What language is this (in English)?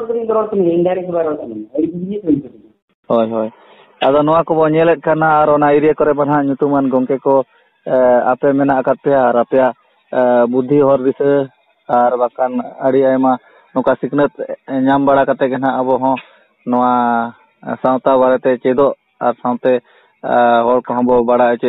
Santali